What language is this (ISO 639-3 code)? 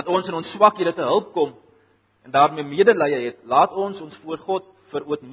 afr